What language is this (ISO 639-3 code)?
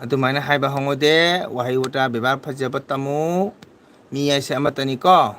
mni